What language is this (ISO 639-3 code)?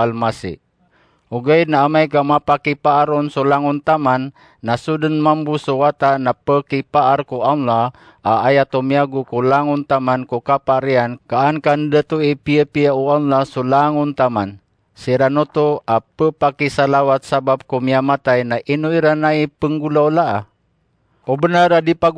mrw